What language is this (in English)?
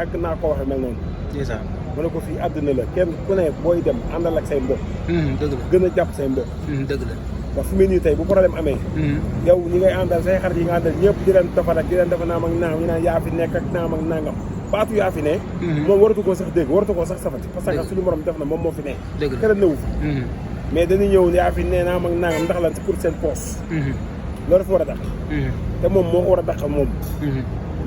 Wolof